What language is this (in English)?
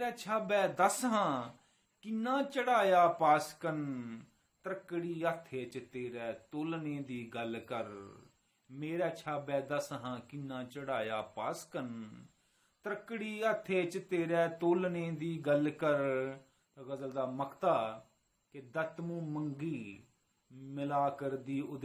Dogri